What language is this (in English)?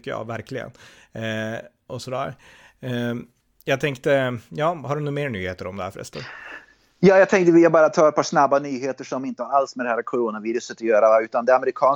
Swedish